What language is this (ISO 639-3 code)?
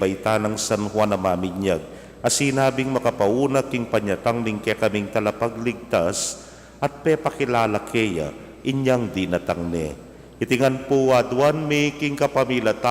pam